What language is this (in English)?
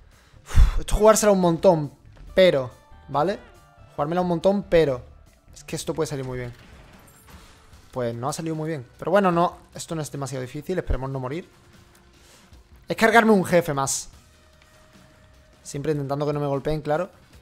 Spanish